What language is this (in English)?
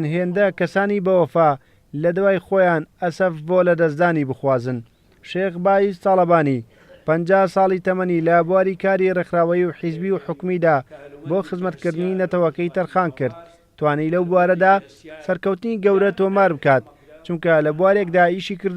Central Kurdish